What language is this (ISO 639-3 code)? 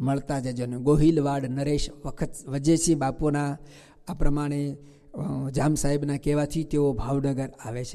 guj